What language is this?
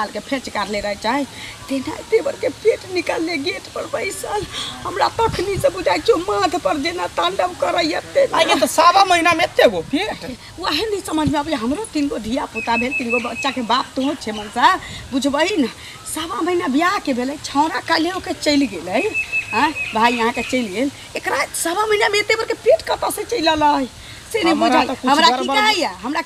Maithili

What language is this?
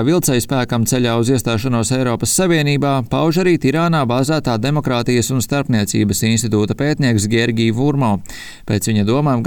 Latvian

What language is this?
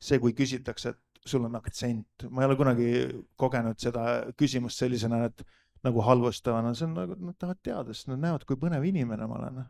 Estonian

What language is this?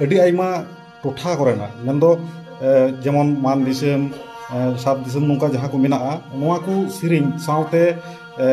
Santali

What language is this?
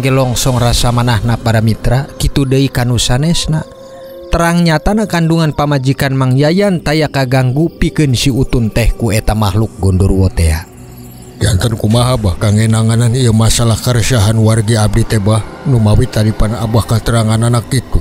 Sundanese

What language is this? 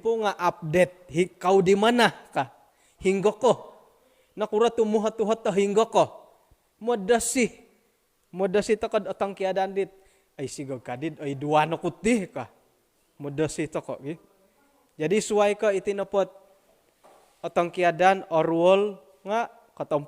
Central Dusun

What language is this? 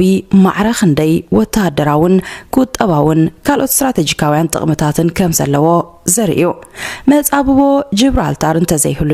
Tigrinya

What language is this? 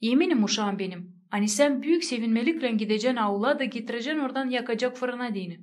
Gagauz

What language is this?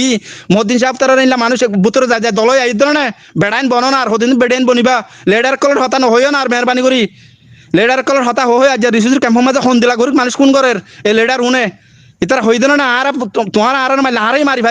Rohingya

